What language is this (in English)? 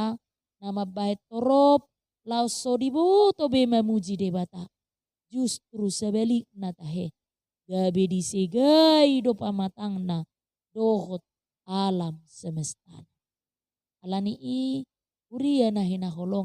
Batak Toba